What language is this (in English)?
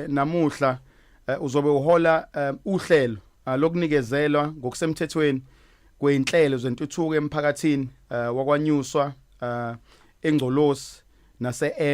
Zulu